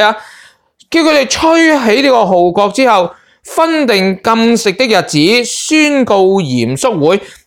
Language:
Cantonese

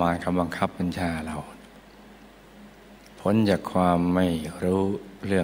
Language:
Thai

